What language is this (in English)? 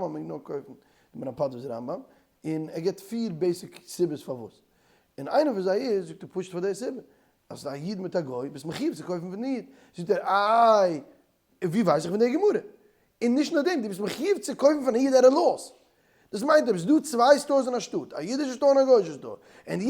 Yiddish